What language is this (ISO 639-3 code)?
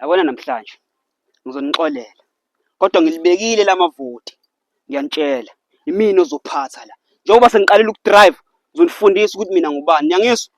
zul